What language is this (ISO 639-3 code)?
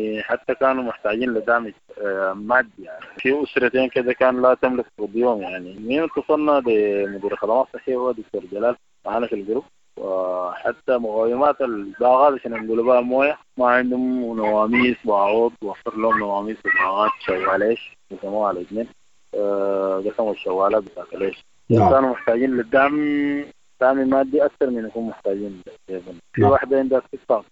apd